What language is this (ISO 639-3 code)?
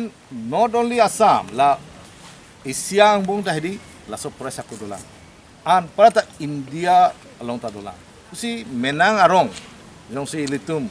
mjw